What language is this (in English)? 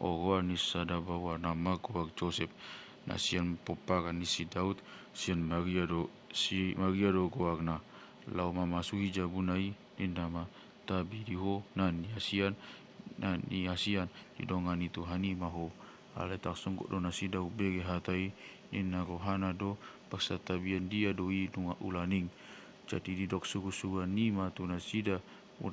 Batak Toba